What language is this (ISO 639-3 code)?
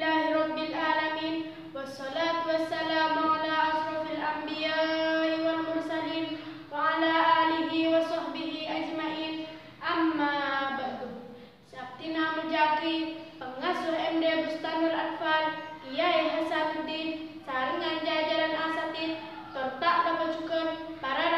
mad